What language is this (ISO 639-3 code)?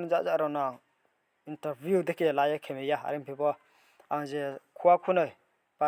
ria